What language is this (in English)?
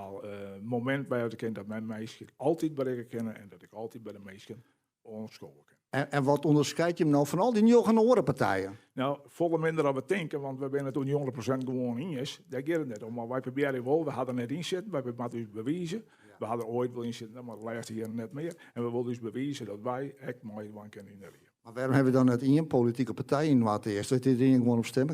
Western Frisian